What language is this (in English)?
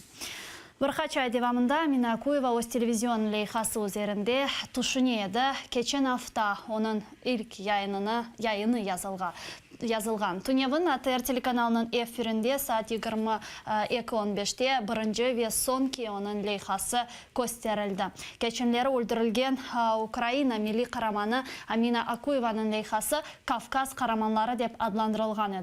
Crimean Tatar